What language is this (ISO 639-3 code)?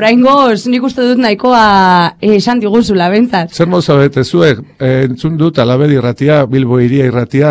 eus